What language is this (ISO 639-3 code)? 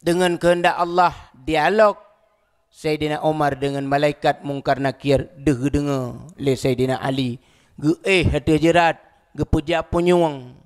ace